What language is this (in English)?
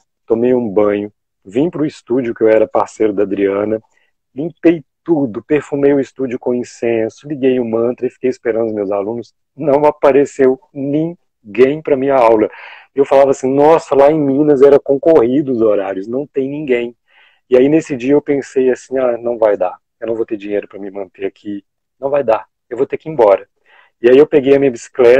Portuguese